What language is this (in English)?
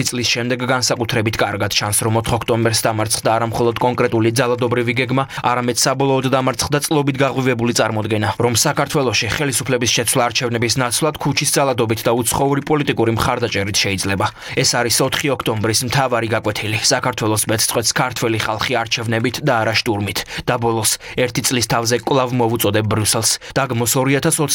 Georgian